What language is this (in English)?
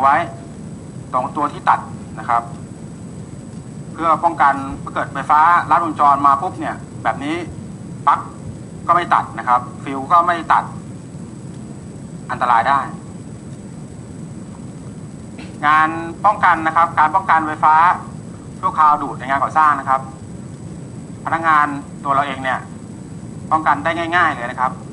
Thai